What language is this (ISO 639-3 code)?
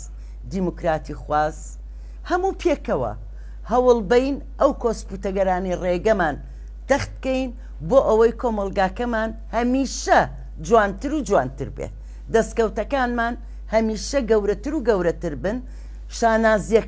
ckb